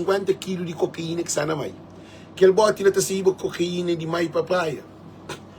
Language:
Kabuverdianu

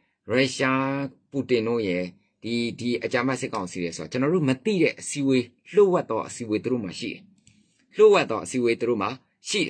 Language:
Burmese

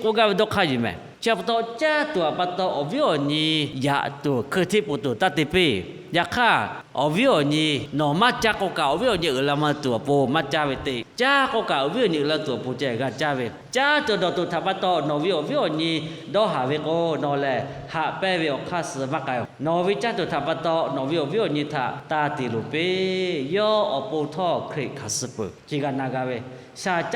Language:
Lahu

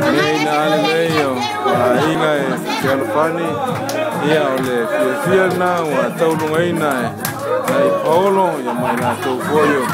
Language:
Samoan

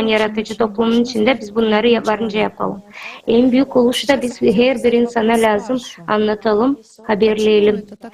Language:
Gagauz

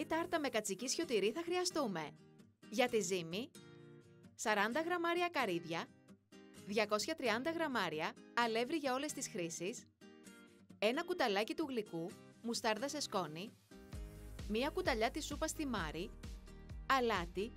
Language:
Greek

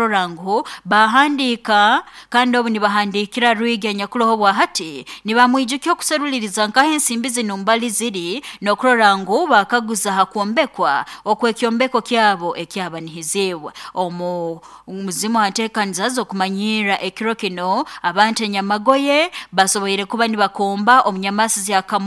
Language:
Nyoro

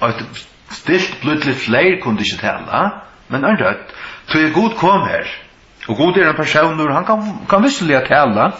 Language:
Faroese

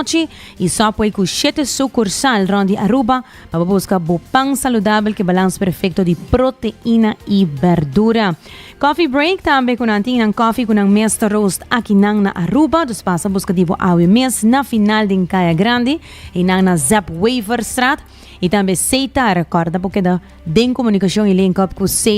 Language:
Papiamento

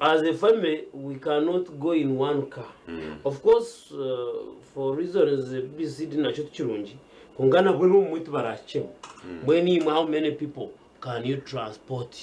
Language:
Nyankole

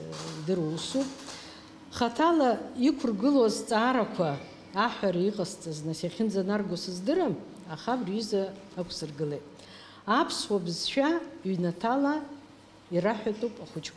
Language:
Abkhazian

